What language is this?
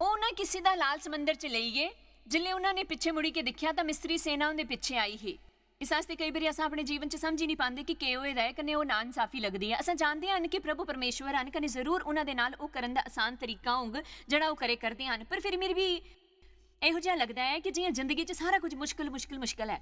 Dogri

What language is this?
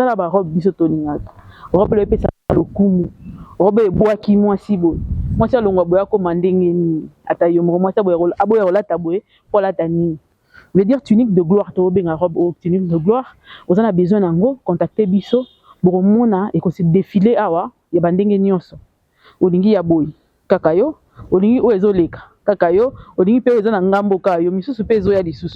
Lingala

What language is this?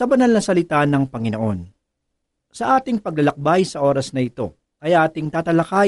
Filipino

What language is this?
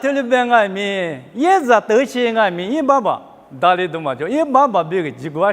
Lisu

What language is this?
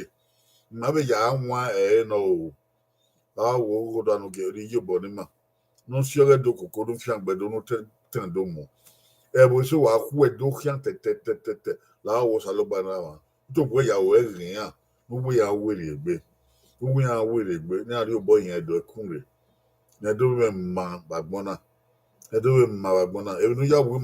Bini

